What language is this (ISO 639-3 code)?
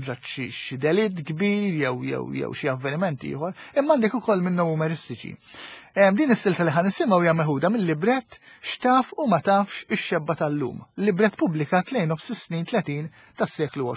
mlt